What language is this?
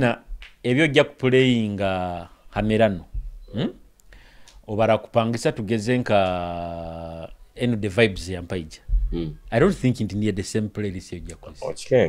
Tooro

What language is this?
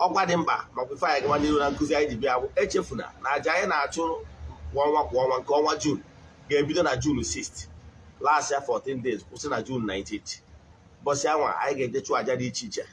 Igbo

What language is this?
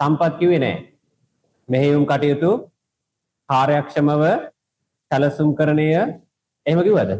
Sinhala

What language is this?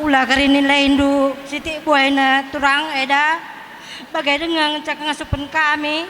Batak Karo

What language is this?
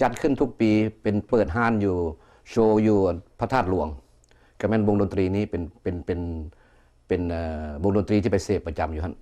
Lao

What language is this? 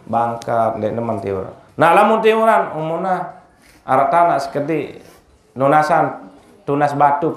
Sasak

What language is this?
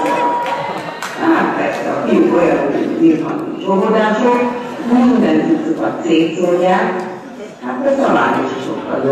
Hungarian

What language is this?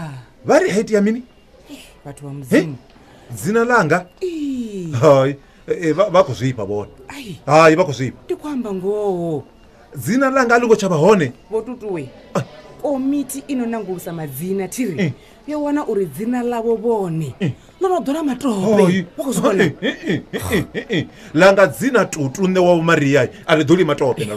Venda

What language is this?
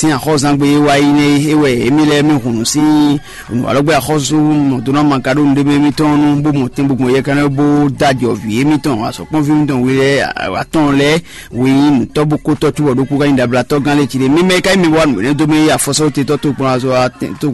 Fon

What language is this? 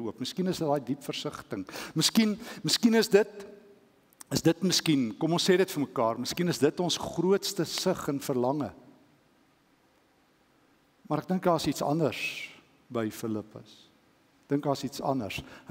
Afrikaans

